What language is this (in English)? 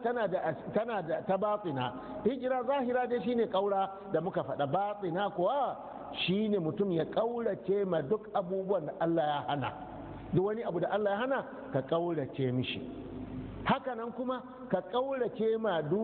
Hausa